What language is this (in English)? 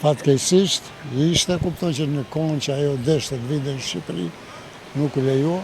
Albanian